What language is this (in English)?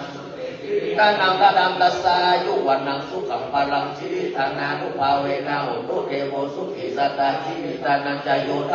Pali